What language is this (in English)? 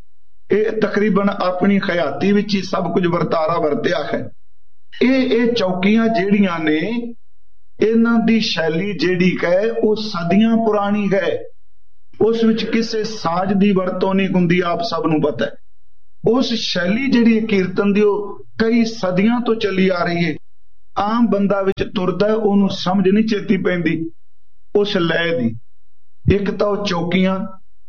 Punjabi